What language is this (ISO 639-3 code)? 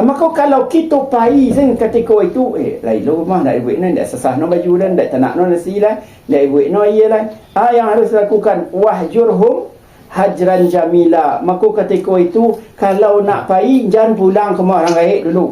min